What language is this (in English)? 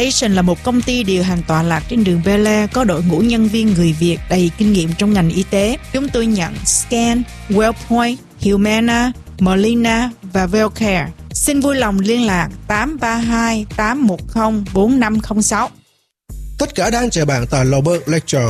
Vietnamese